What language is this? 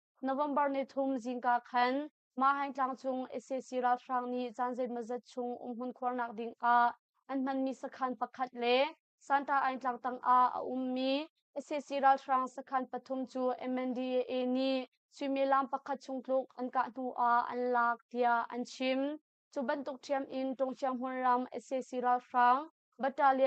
Hakha Chin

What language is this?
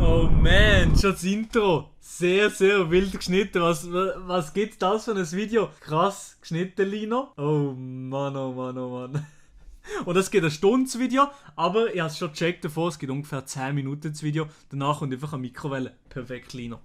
Swiss German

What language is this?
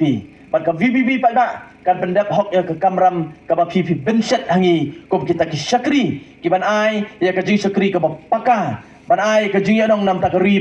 Khasi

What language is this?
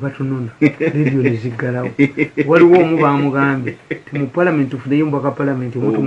Ganda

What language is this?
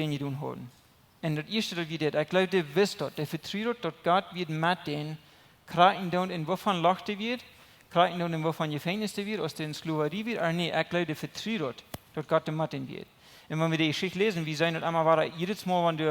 Plautdietsch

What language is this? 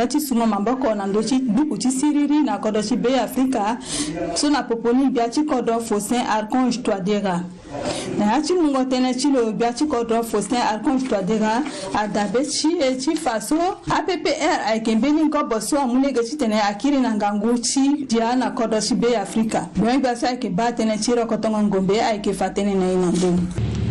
Sango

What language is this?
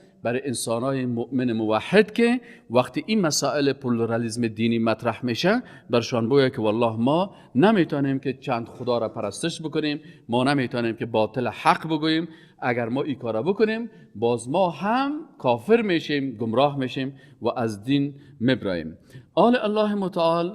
Persian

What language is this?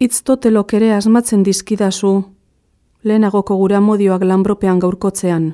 Basque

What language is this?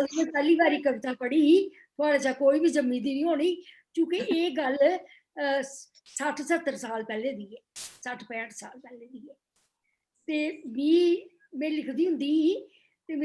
Dogri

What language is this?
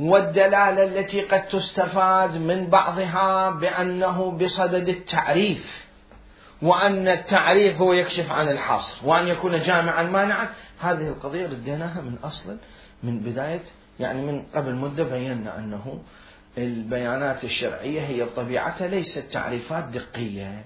Mesopotamian Arabic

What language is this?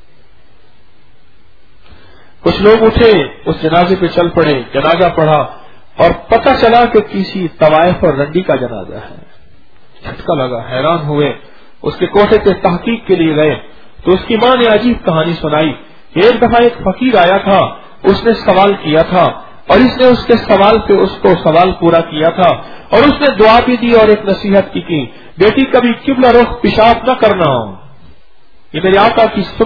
Urdu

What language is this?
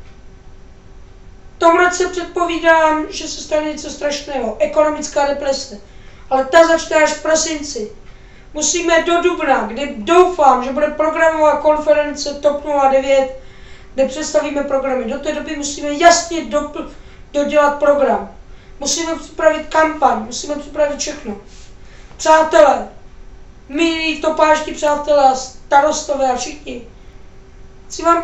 Czech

